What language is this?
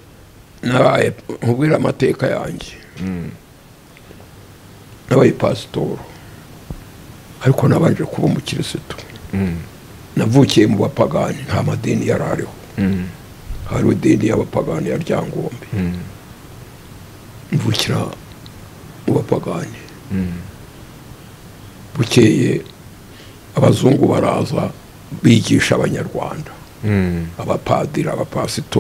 Kinyarwanda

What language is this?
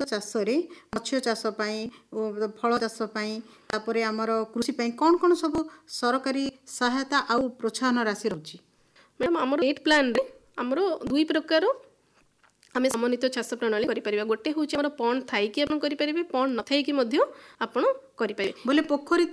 Odia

